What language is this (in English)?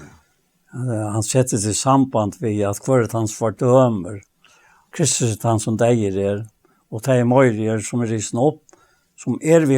Faroese